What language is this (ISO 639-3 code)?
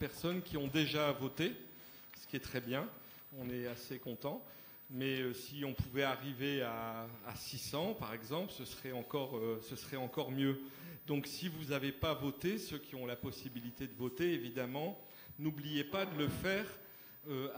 fra